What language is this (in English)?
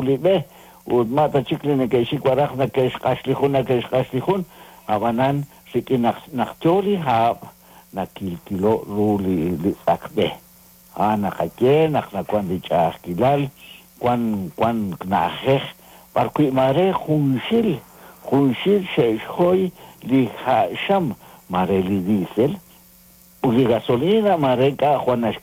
Kekchí